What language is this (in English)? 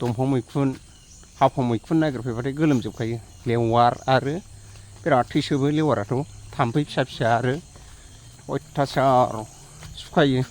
Bodo